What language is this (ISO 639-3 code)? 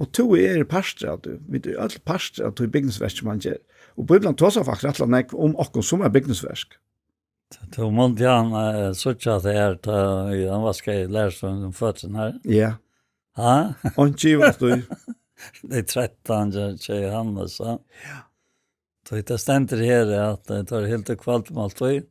fao